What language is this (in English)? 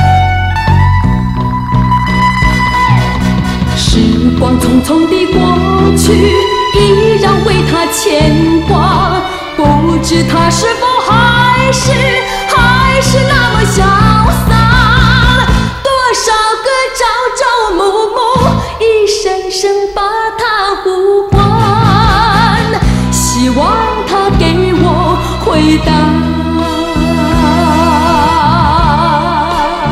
Chinese